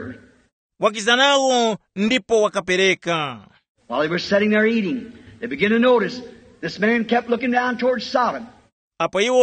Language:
Tumbuka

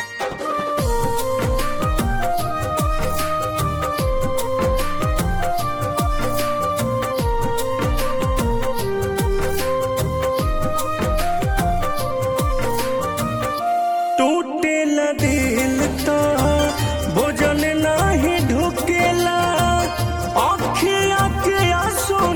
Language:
Bhojpuri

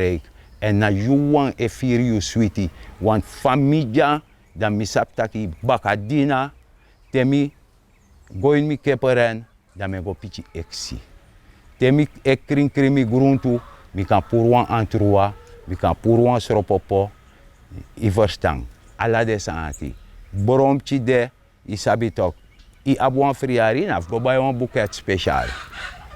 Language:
Sranan Tongo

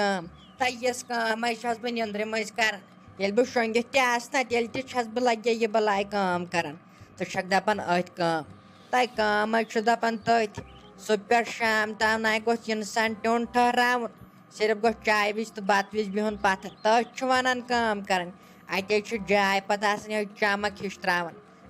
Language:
Kashmiri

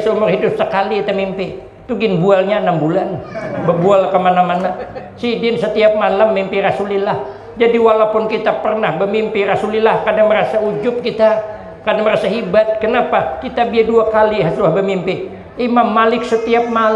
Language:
Banjar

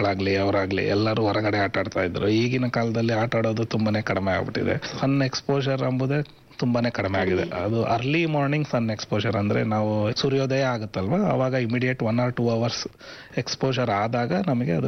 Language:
Kannada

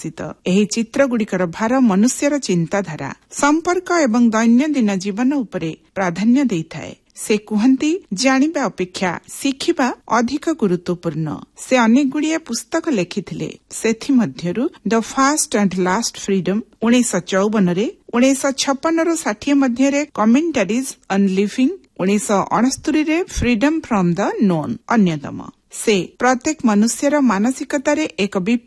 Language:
Odia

